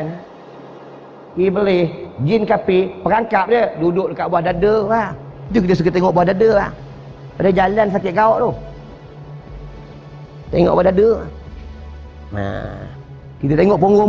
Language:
Malay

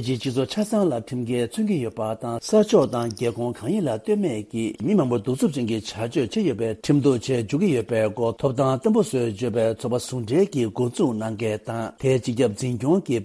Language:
Tibetan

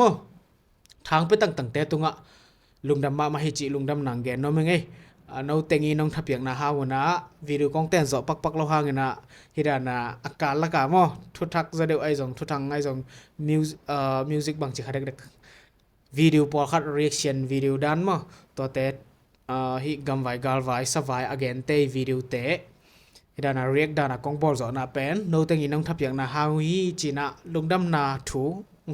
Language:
Tedim Chin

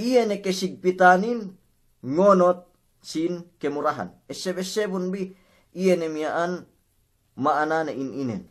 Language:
Yakan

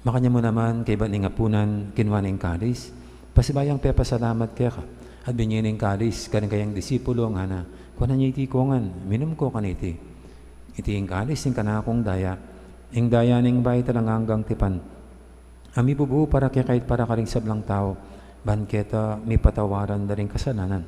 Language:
Pampanga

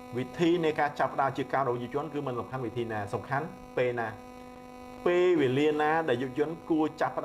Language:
Khmer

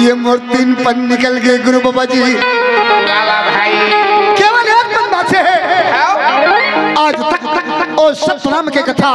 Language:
Chhattisgarhi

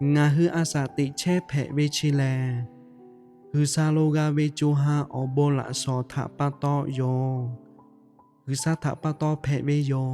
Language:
Lahu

